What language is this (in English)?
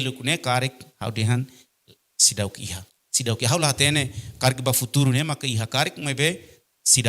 Tetum